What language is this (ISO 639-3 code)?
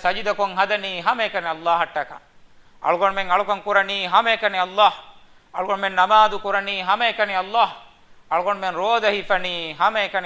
div